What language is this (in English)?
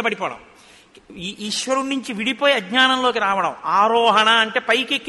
Telugu